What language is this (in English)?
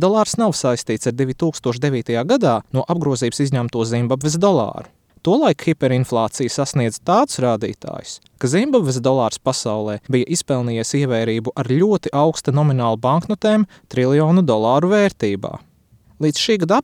Latvian